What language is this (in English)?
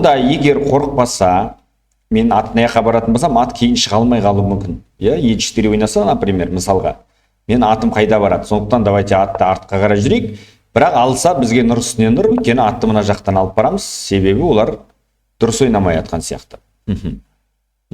Kazakh